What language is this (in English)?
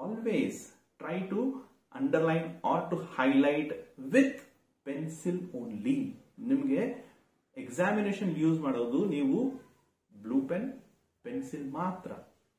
Kannada